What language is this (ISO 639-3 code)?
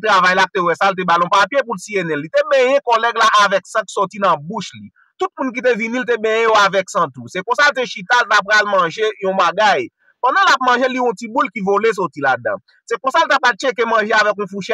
hat